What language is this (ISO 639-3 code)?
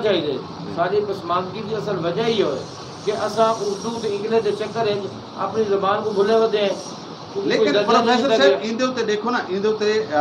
skr